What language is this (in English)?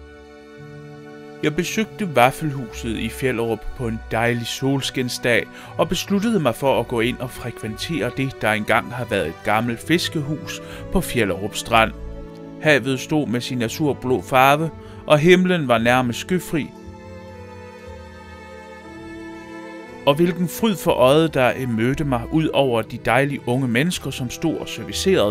Danish